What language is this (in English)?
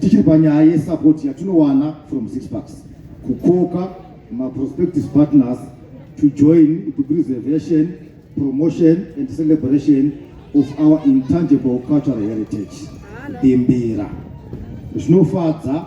Shona